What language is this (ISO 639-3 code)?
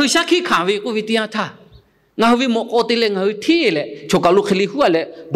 lhu